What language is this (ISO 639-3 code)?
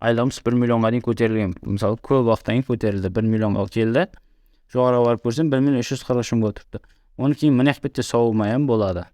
kaa